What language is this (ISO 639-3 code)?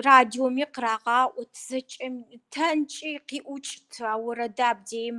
kbd